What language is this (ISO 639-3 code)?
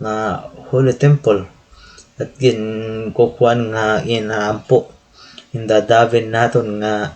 war